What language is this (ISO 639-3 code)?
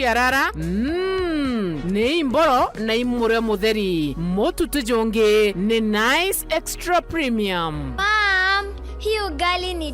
mer